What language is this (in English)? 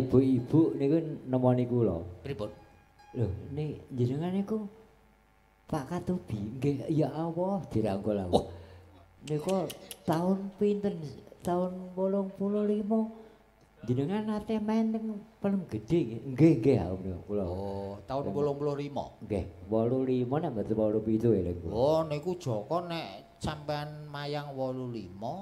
Javanese